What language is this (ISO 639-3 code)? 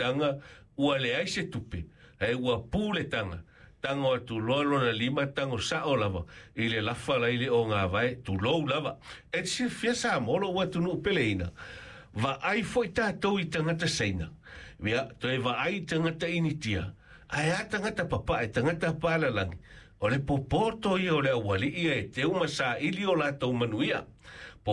smo